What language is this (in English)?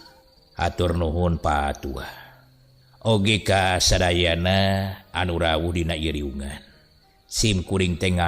Sundanese